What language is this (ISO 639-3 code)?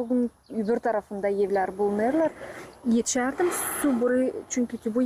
gag